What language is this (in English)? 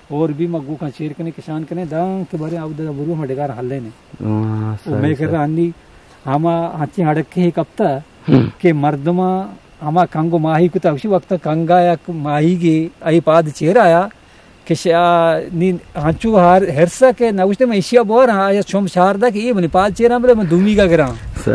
Eastern Balochi